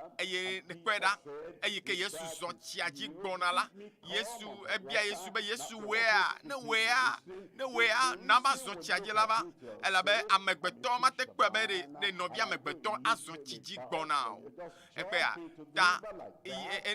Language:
Ewe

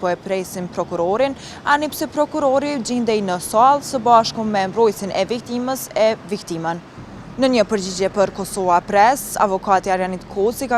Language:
Albanian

